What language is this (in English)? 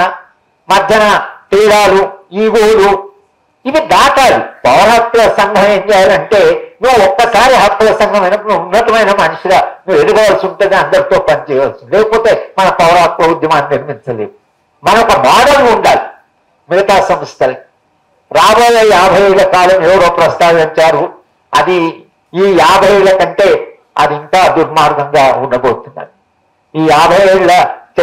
Telugu